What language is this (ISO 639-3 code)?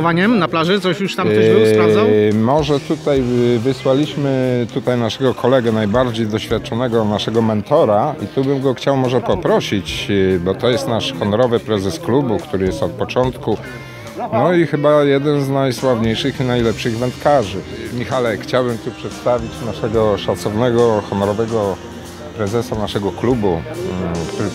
pol